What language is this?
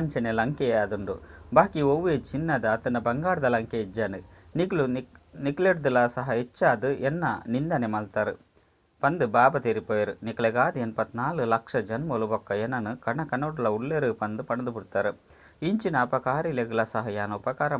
Tulu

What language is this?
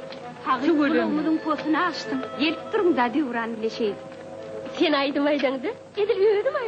Turkmen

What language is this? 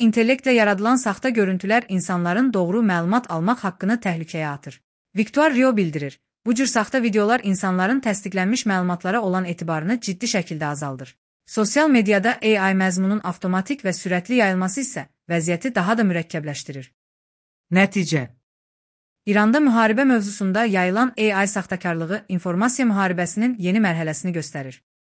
Azerbaijani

